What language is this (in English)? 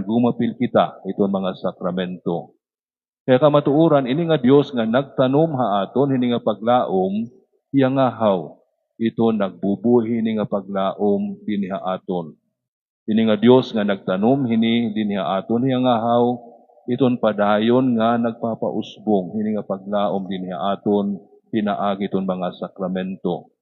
Waray